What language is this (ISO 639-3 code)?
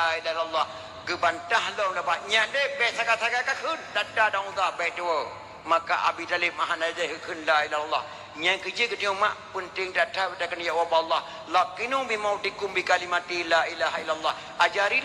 ace